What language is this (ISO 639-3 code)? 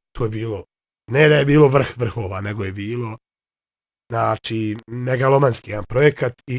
bos